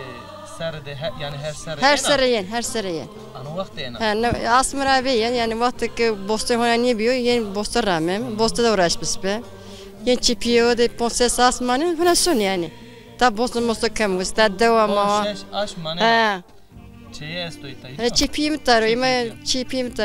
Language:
Zaza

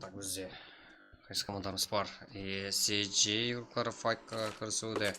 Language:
Kara-Kalpak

